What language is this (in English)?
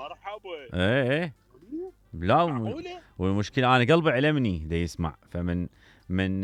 Mesopotamian Arabic